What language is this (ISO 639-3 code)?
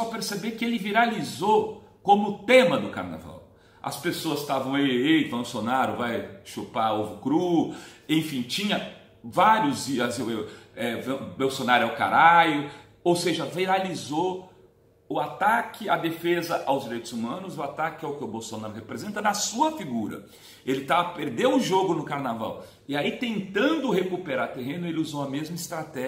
por